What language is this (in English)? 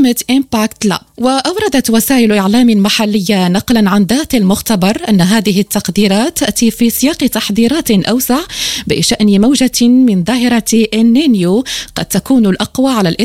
Arabic